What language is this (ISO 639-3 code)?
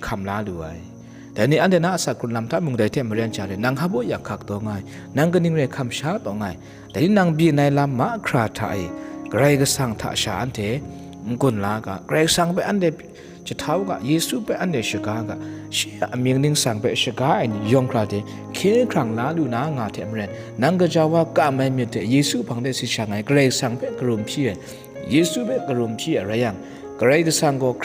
kac